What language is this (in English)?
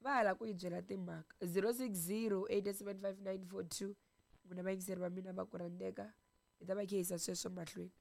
Tsonga